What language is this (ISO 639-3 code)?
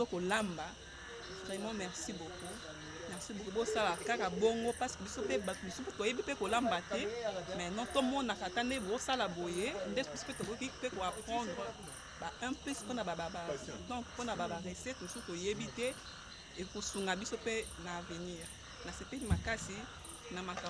lin